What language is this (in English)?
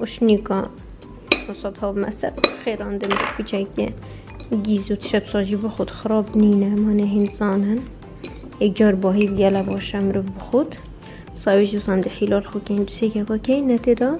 Kurdish